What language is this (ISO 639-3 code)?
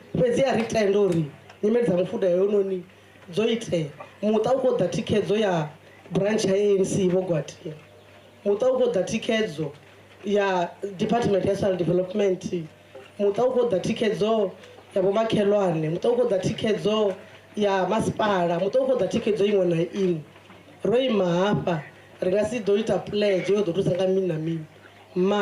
ven